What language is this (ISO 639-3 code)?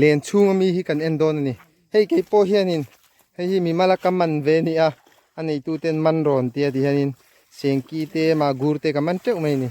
lus